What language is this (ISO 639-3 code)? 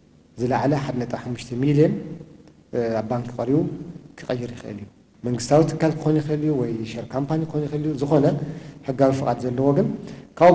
tir